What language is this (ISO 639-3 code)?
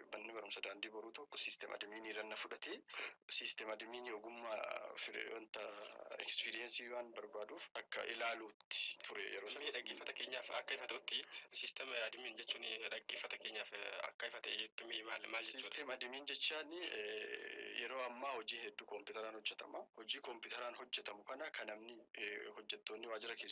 orm